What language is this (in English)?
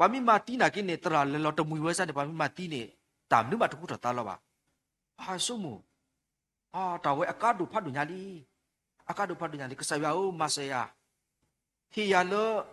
S'gaw Karen